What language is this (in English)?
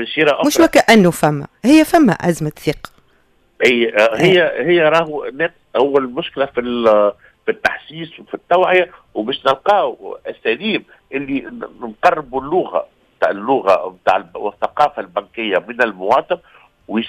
Tunisian Arabic